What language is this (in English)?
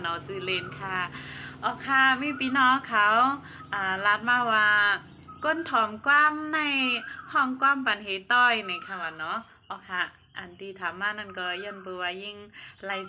Shan